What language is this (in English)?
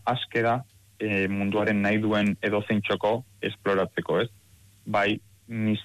Basque